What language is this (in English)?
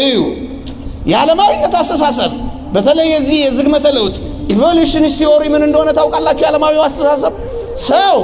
Amharic